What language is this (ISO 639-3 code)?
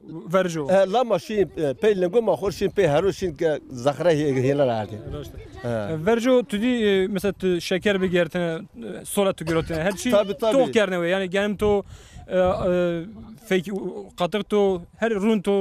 zza